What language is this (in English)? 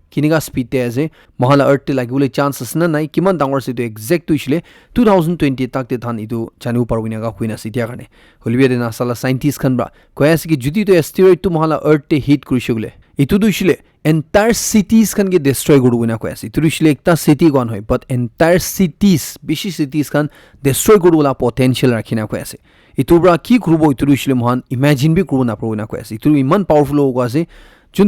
Naga Pidgin